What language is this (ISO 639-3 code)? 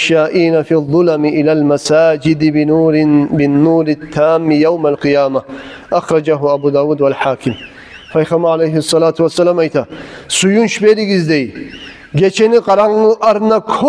kum